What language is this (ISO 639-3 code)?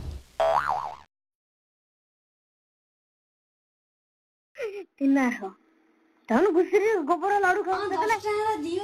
ori